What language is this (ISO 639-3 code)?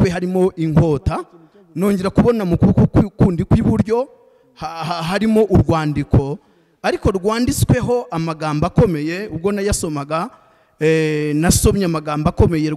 kin